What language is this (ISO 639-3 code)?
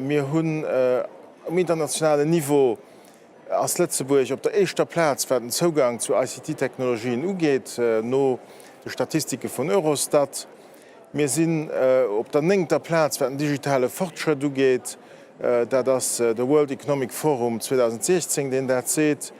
ltz